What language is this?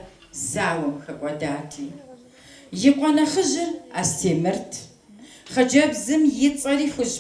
Kabardian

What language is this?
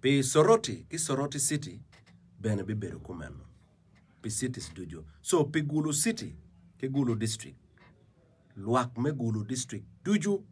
Acoli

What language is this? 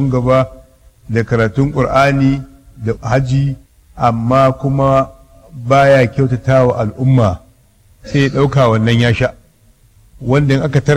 Hausa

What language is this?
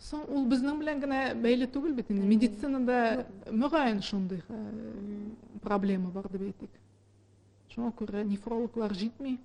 Tatar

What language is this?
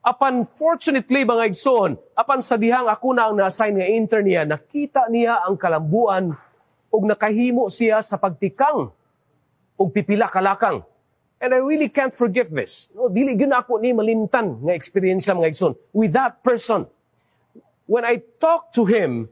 Cebuano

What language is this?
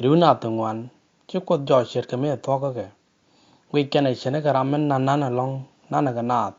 Nuer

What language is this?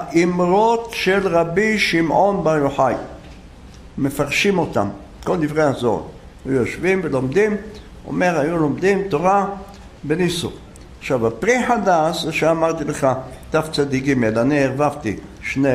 Hebrew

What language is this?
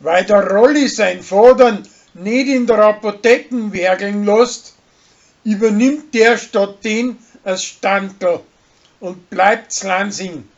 Bavarian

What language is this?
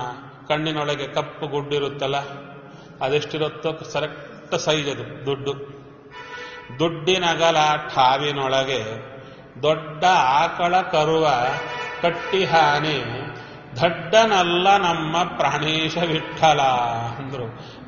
Kannada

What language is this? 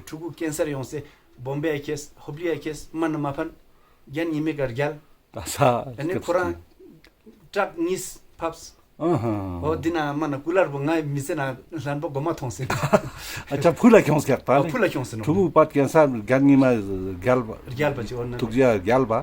Ladakhi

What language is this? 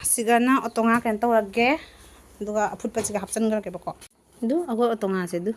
Manipuri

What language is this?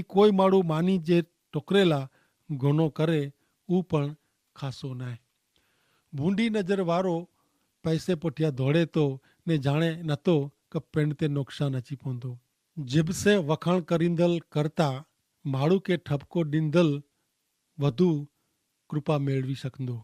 Kachhi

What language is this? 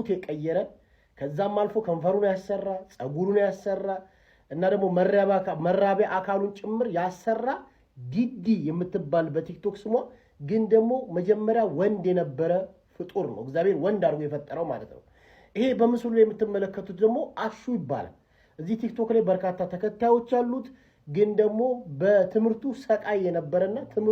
Amharic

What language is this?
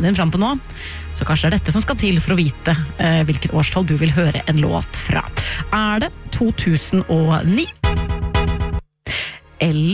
Norwegian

